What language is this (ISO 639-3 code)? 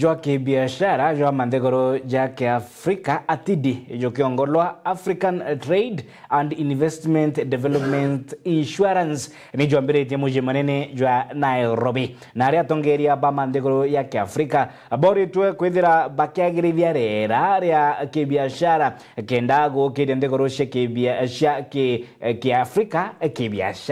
mer